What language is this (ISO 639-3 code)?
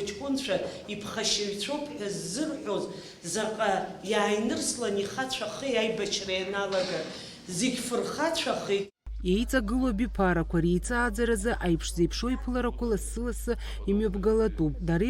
abk